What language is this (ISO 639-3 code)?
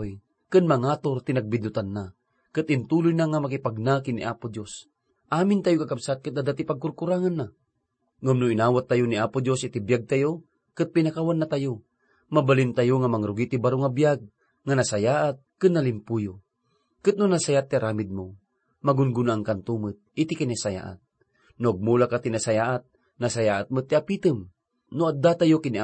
ilo